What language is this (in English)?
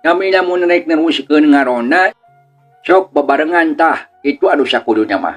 Sundanese